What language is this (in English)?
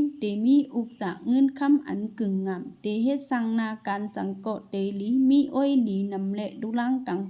Shan